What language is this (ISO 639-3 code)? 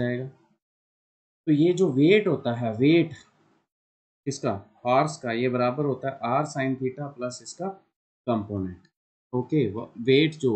hin